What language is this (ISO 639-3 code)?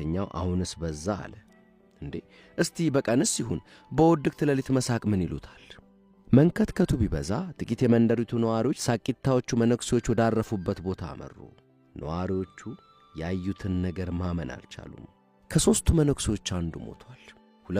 amh